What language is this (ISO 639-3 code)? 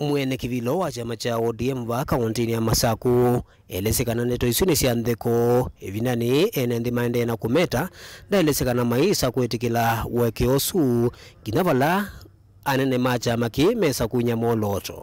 kam